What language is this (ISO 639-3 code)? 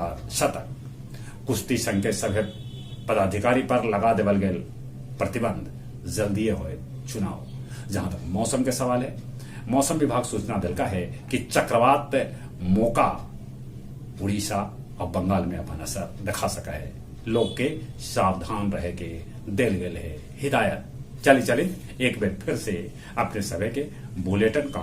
mag